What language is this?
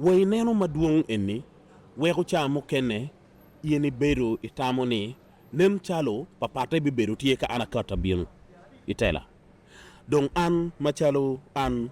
Acoli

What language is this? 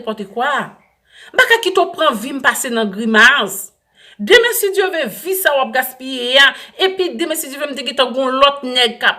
Haitian Creole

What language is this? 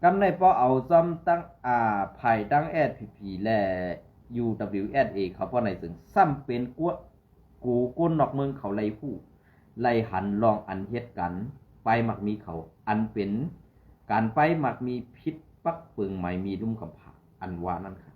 Shan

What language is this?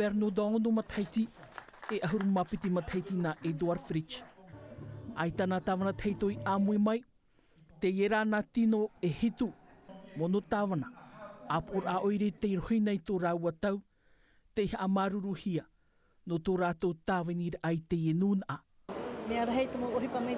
Tahitian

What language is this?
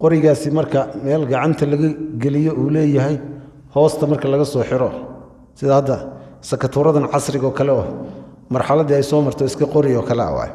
Somali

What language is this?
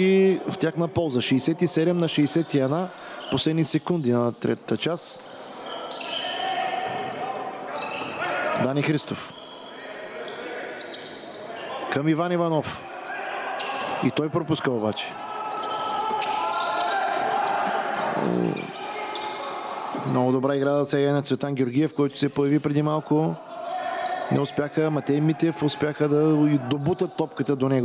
Bulgarian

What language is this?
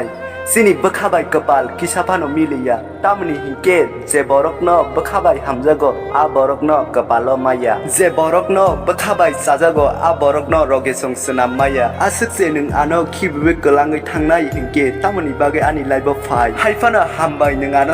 Kok Borok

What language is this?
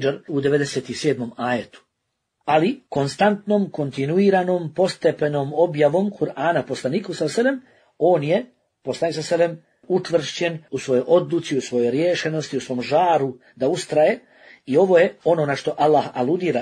Bosnian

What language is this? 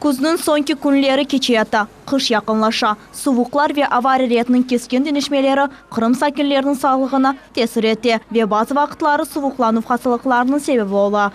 Crimean Tatar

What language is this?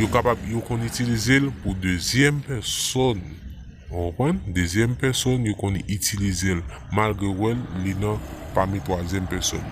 Haitian Creole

